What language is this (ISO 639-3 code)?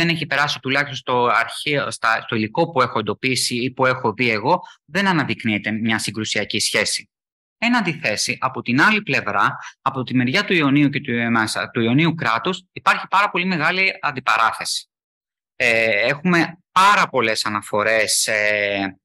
ell